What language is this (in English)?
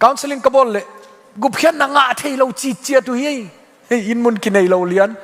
Tedim Chin